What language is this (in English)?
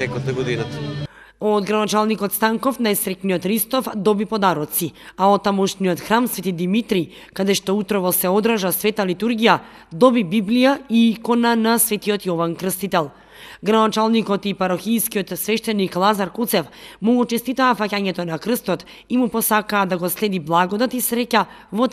Macedonian